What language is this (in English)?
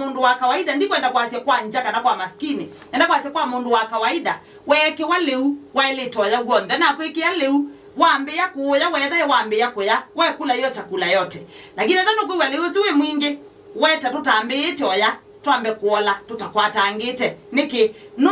Kamba